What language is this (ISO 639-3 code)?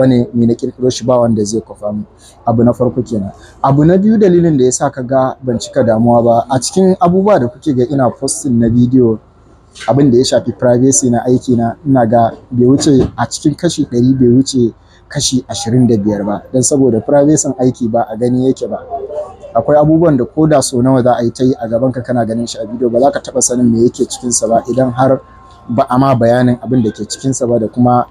hau